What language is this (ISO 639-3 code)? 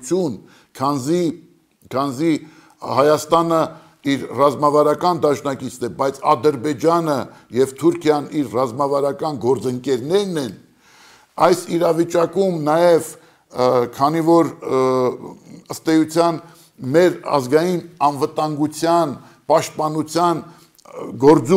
hye